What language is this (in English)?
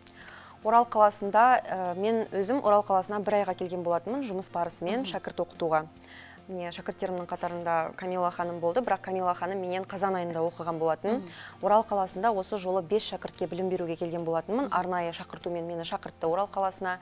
Kazakh